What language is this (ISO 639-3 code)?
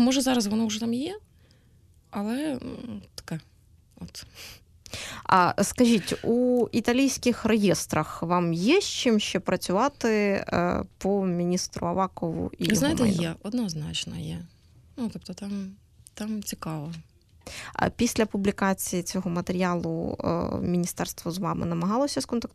ukr